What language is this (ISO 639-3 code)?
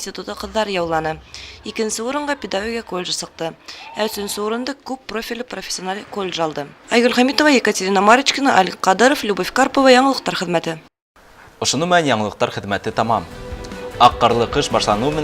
bak